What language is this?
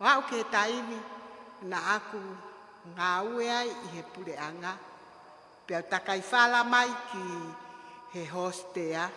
Tongan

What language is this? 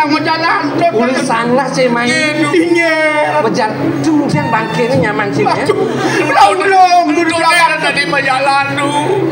Balinese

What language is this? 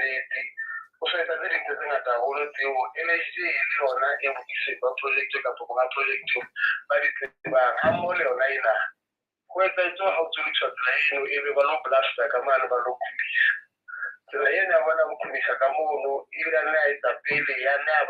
Southern Sotho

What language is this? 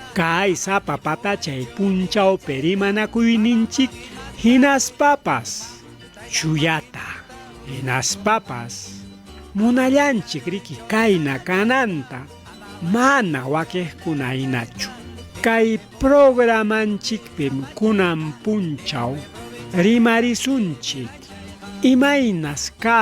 Ayacucho Quechua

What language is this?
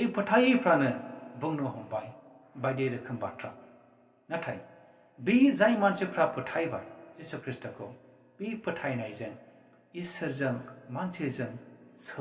Bodo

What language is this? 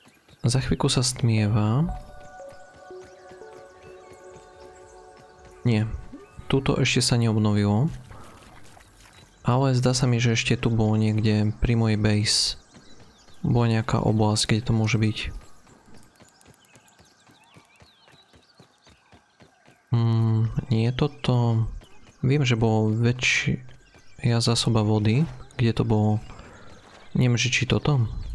Slovak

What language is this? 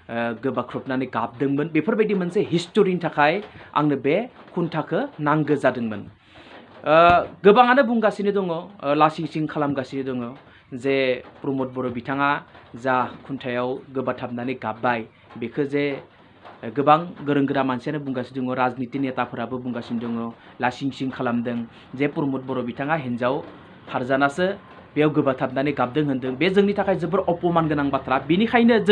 Bodo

